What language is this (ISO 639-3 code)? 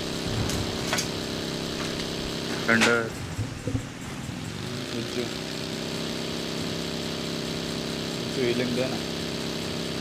hin